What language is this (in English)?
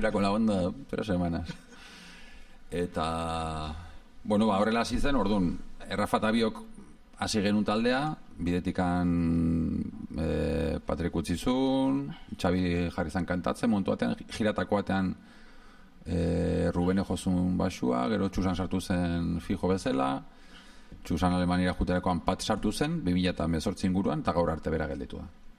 Basque